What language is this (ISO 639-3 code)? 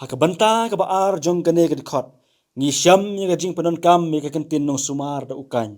kha